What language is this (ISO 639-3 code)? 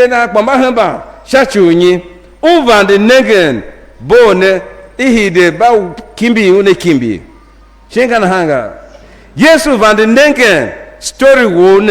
tiv